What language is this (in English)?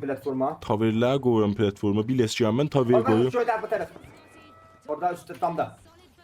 South Azerbaijani